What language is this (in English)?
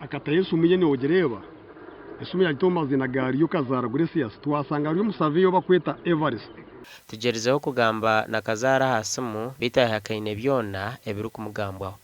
Nyankole